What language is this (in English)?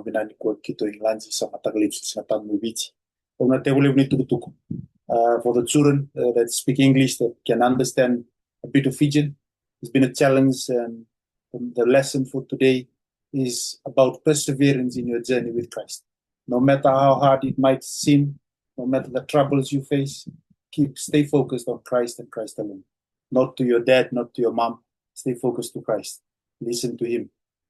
Fijian